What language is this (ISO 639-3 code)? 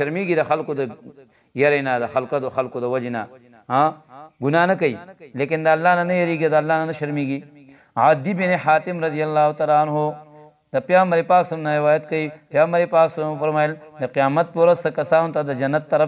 pus